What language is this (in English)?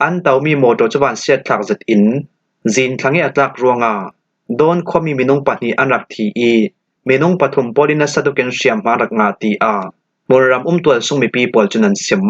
Falam Chin